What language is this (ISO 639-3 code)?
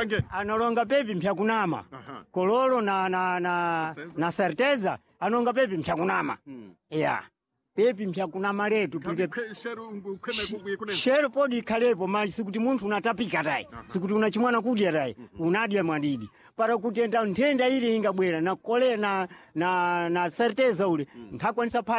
seh